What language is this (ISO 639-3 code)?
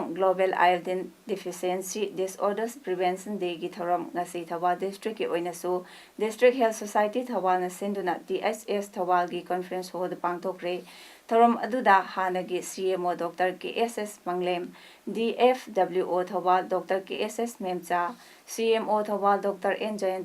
mni